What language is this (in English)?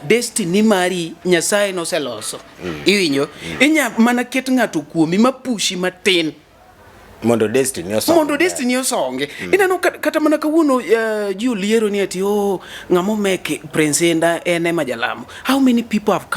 Luo (Kenya and Tanzania)